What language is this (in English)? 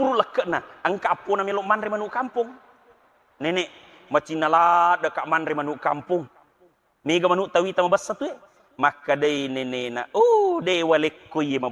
Buginese